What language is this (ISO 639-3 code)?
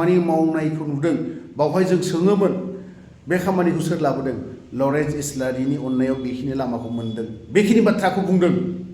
brx